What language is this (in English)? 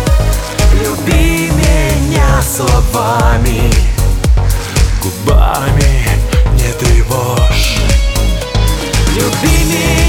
Russian